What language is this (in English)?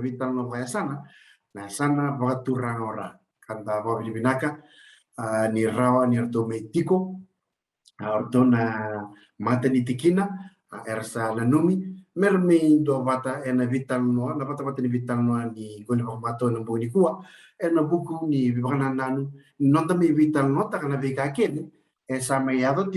Fijian